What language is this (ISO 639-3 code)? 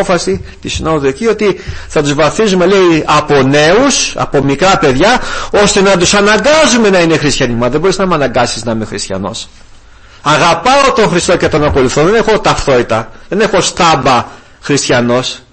ell